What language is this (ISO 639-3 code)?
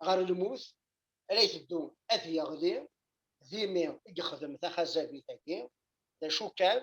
kab